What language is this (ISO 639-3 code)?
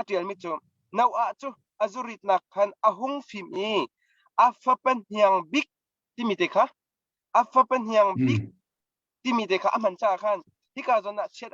cnh